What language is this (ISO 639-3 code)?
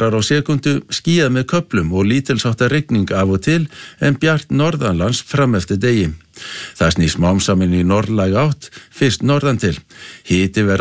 isl